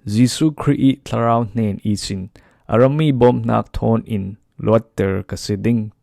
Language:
Falam Chin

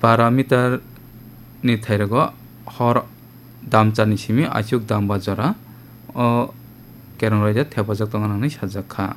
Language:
Kok Borok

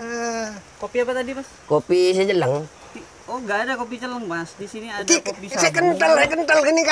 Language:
Madurese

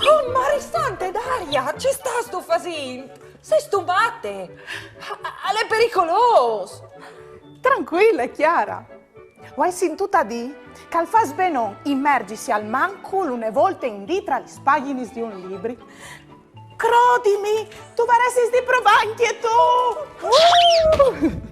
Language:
Friulian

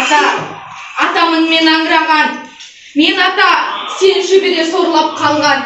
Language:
Kazakh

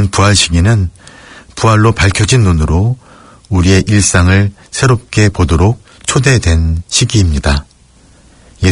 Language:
Korean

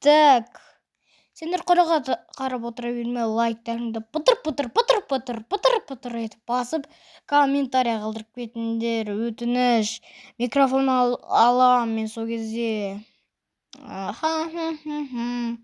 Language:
Kazakh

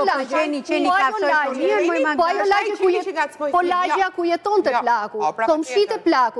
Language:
Albanian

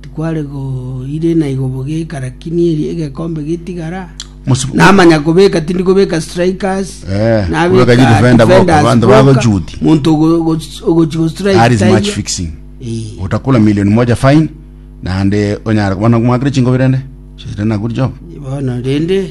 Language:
Gusii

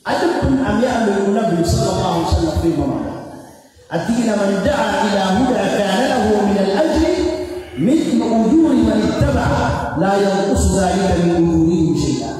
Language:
Maranao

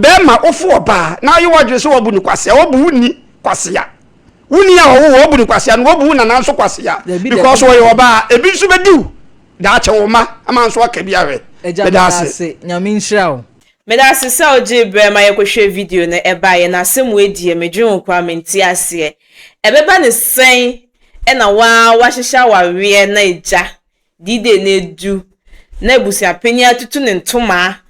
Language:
Akan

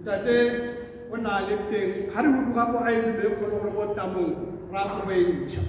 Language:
Tswana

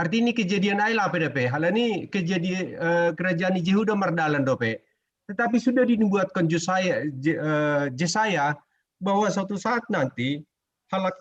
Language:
Batak Simalungun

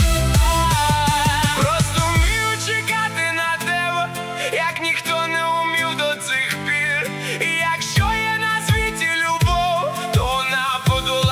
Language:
Ukrainian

